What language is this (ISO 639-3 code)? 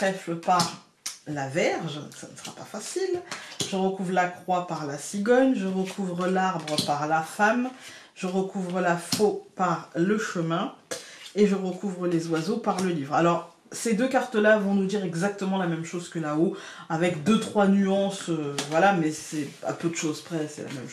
fra